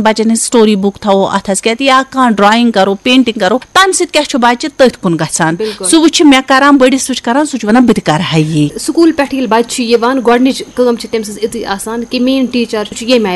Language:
Kashmiri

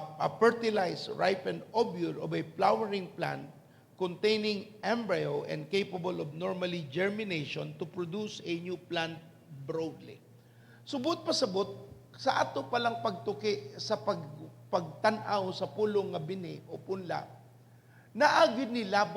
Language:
Cebuano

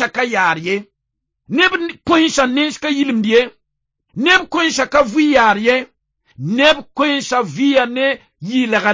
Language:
Mossi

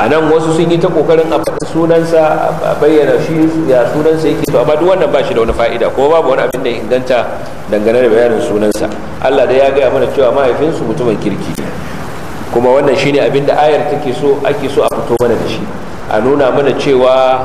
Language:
Hausa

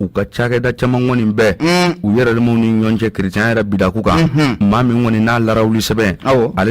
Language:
Bambara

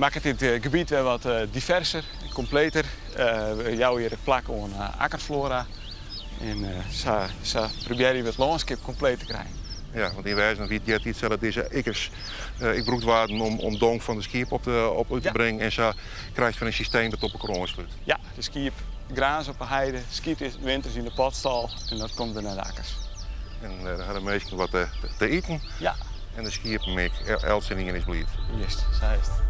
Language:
Western Frisian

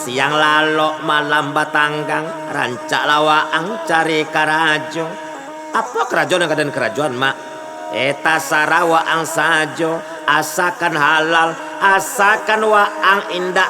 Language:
Minangkabau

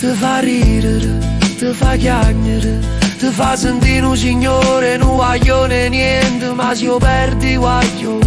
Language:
Neapolitan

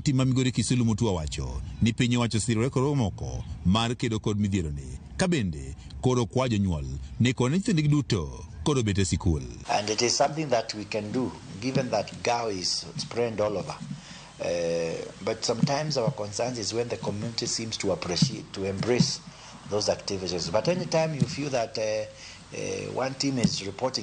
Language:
Luo (Kenya and Tanzania)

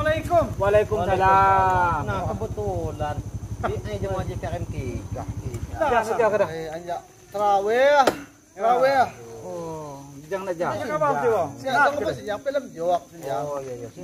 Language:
Lampung Nyo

